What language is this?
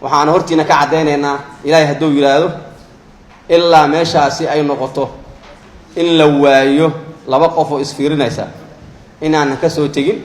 Somali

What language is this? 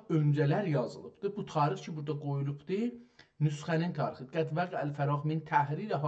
South Azerbaijani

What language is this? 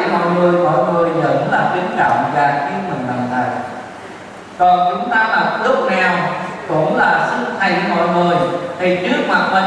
Vietnamese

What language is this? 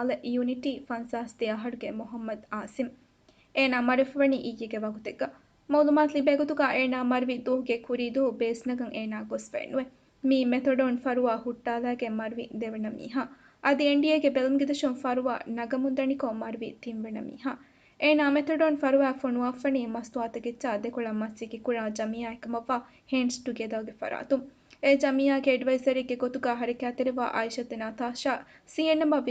Divehi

